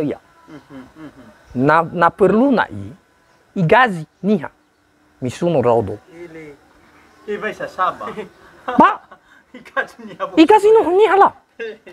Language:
Nias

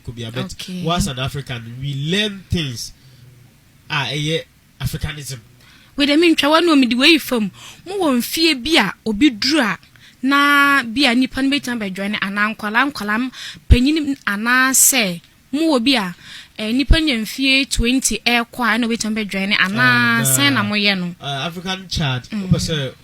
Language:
Akan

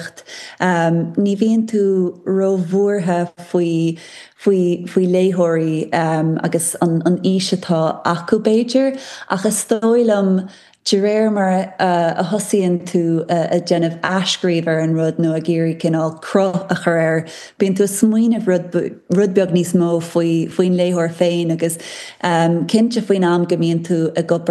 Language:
Irish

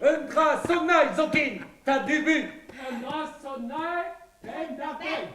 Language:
Breton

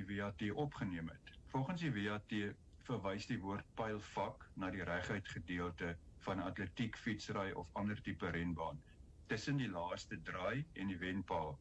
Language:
Afrikaans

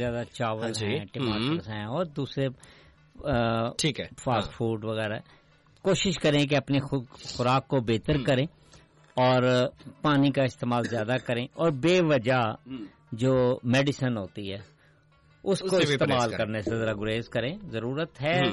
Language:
Urdu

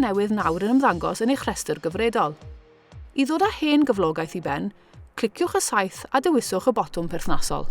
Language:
Welsh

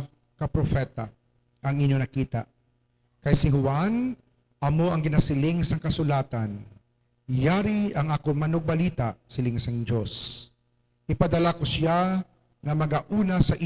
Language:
Hiligaynon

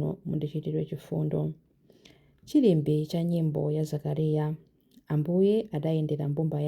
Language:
Nyanja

